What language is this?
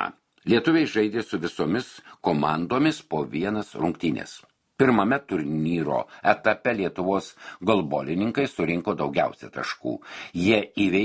Lithuanian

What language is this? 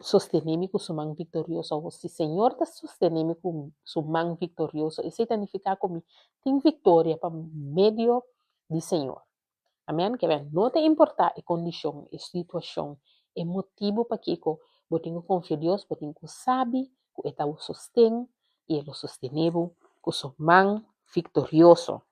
Papiamento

